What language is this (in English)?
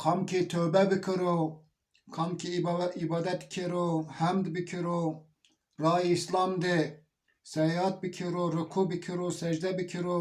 Zaza